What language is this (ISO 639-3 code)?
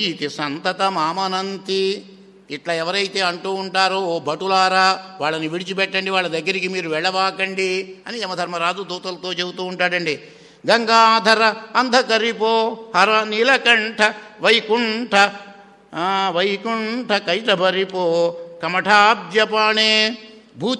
tel